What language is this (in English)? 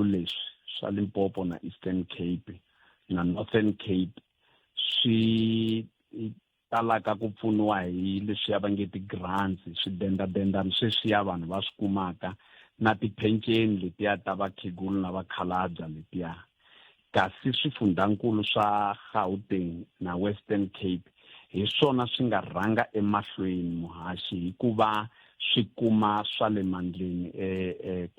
Tsonga